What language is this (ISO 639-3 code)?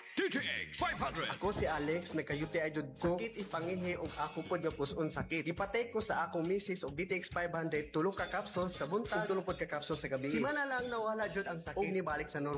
ceb